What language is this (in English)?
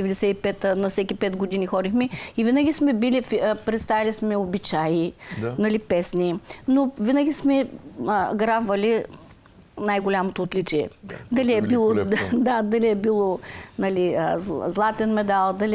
Bulgarian